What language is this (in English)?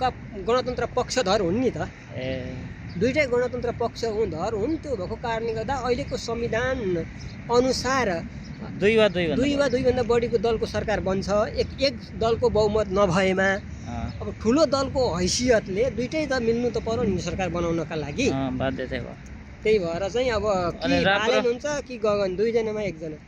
Nepali